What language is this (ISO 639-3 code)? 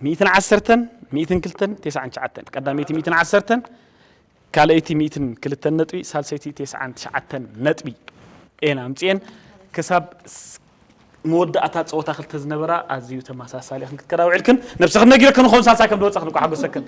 tir